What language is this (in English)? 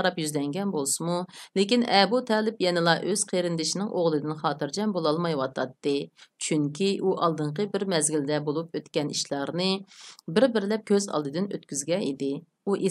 Uyghur